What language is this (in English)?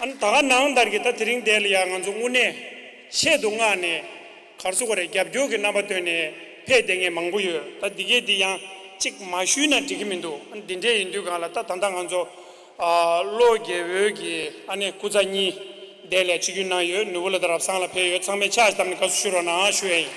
Tibetan